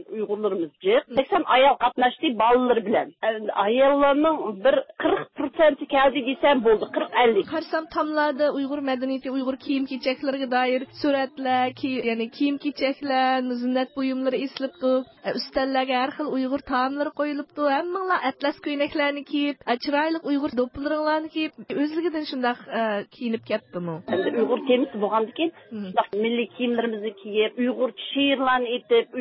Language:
Uyghur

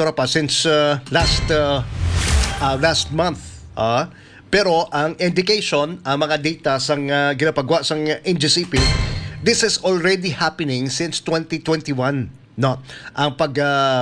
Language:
Hiligaynon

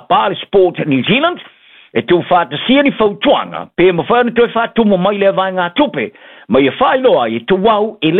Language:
Samoan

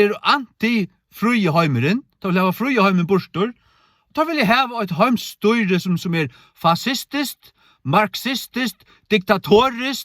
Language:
Faroese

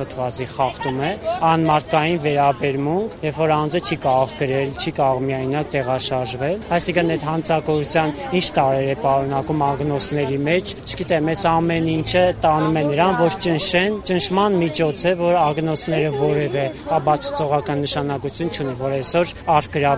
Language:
Armenian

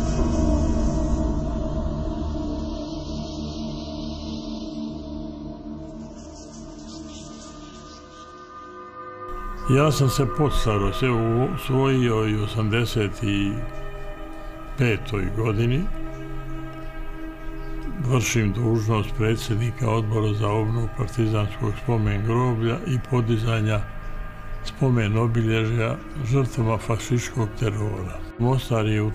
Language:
Bosnian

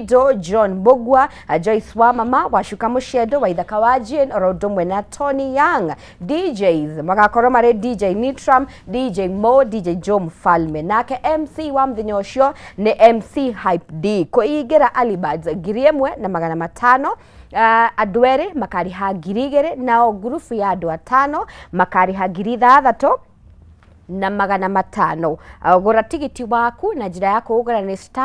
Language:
Kikuyu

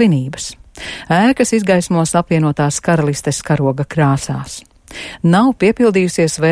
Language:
Latvian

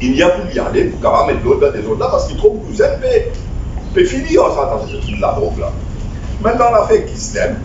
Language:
Morisyen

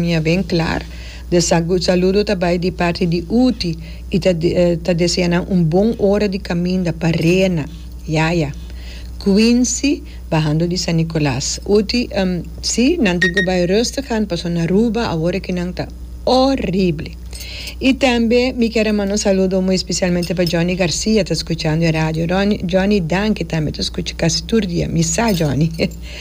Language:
Papiamento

